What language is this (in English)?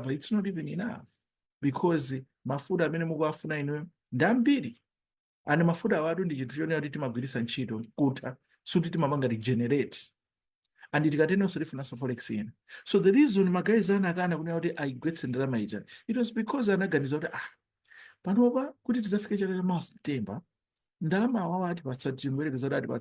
Nyanja